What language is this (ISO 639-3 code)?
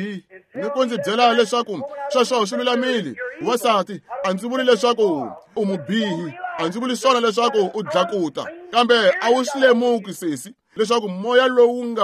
tso